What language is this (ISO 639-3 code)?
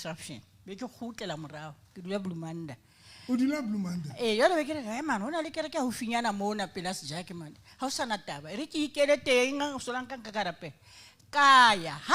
sot